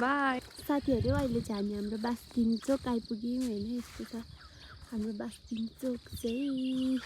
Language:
Nepali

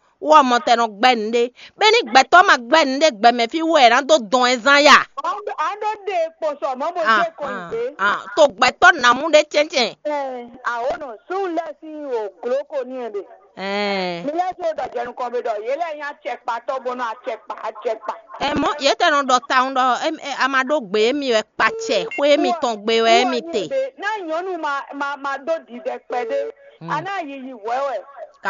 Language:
Fon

